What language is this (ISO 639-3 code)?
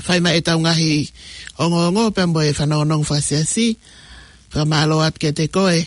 ton